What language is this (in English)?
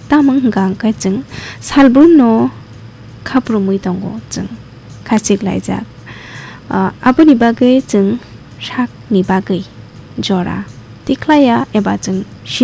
Kok Borok